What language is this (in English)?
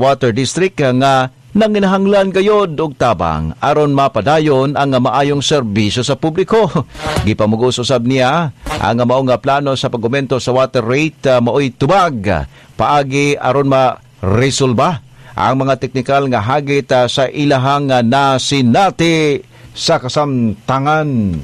Cebuano